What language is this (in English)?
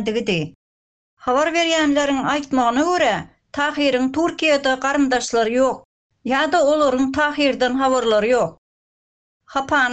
Turkmen